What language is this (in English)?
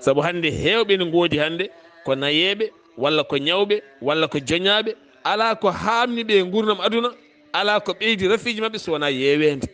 Fula